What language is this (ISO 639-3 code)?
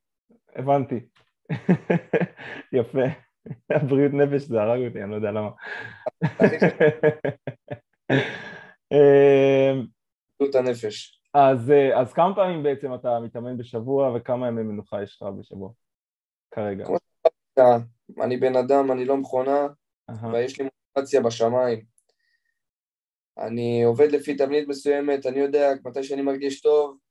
heb